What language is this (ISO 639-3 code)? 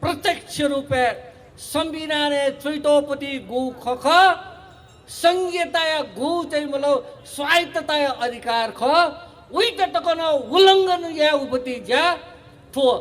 new